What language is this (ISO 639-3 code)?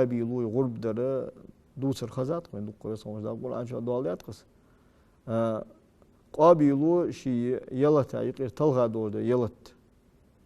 inh